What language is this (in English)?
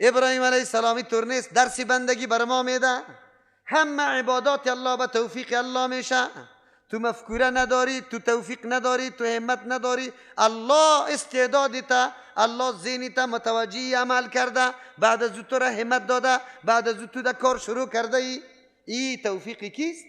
Persian